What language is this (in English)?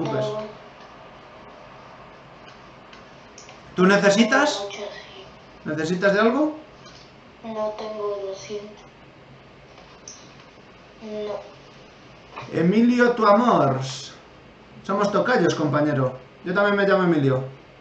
Spanish